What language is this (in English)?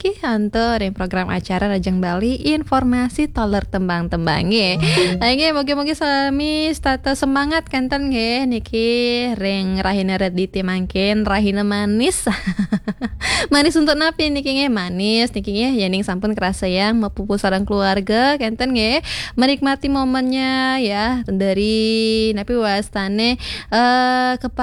Balinese